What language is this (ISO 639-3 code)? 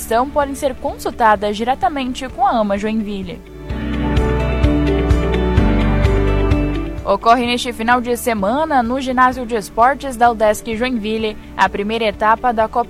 por